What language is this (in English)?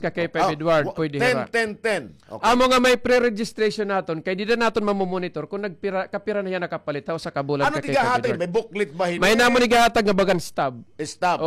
Waray